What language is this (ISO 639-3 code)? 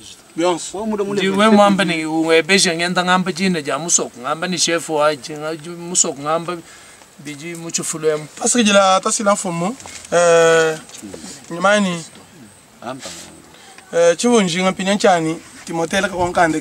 lua